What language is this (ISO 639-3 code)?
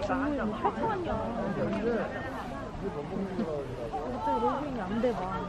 kor